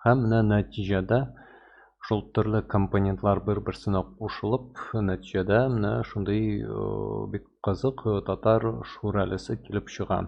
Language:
Tatar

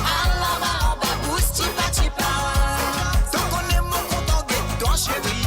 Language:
Morisyen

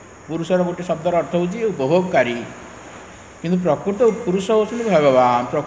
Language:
Odia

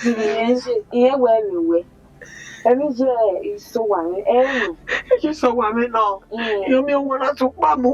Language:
Bini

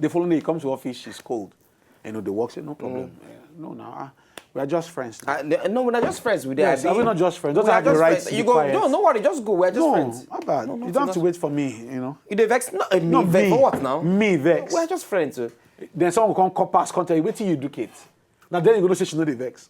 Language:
Nigerian Pidgin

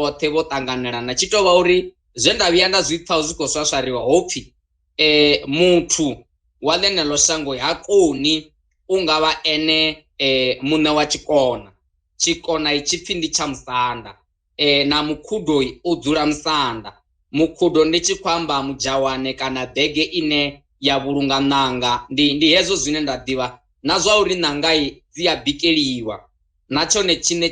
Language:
Venda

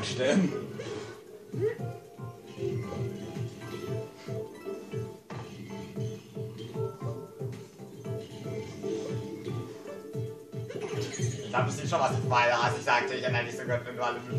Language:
German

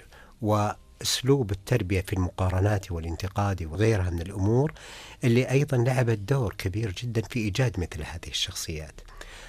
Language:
Arabic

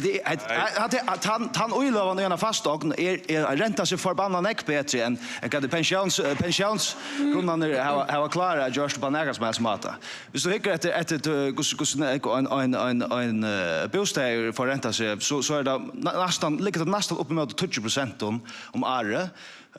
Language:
Faroese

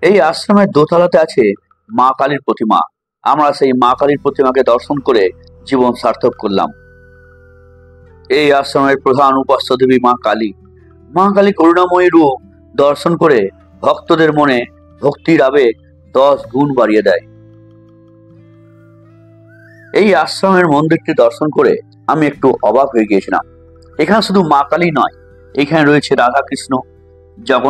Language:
Bangla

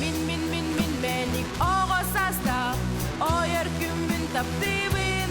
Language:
Yakut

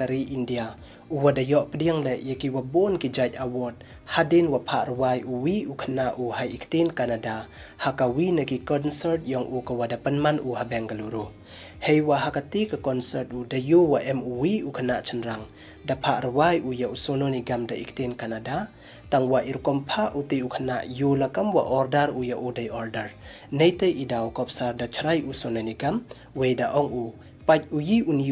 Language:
Pnar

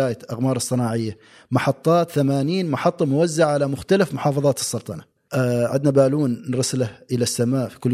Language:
Gulf Arabic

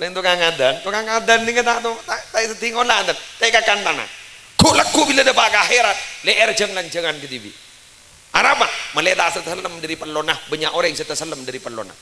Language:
Madurese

